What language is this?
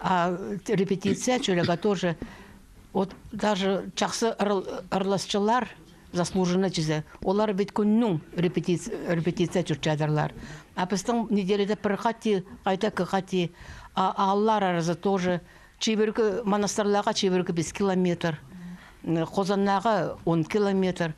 Khakas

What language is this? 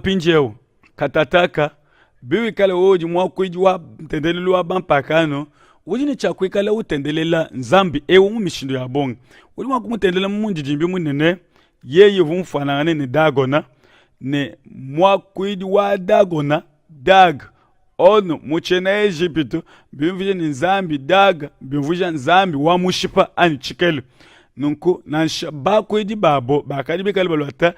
Luba-Lulua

